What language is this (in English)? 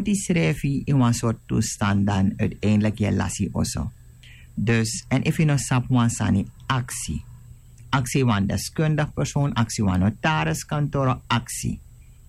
Sranan Tongo